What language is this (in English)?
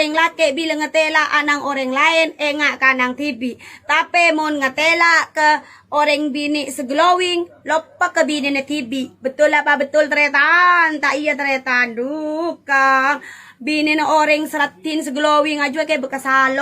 Madurese